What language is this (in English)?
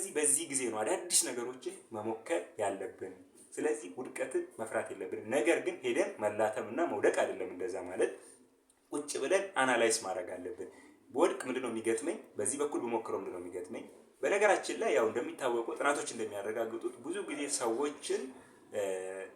Amharic